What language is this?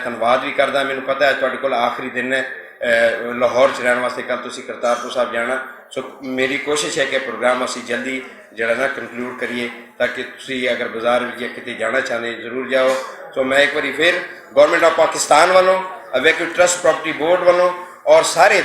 Western Panjabi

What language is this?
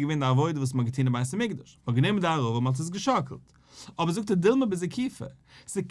Yiddish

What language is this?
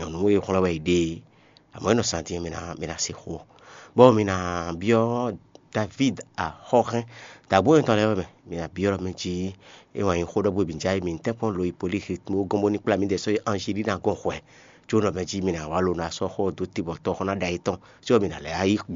Fon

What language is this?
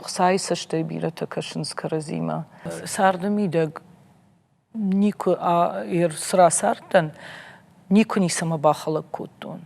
Ossetic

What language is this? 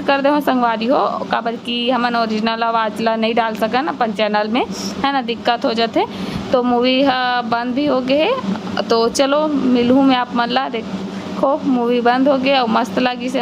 Chhattisgarhi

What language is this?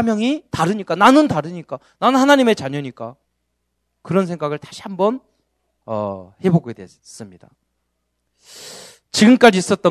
Korean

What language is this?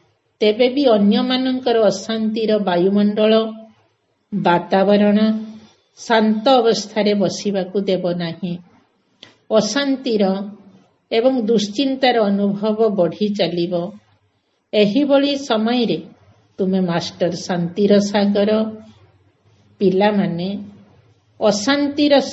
Odia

